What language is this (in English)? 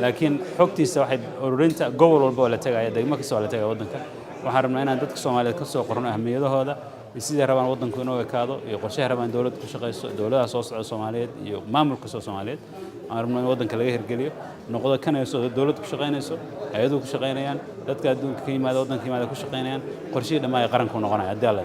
Somali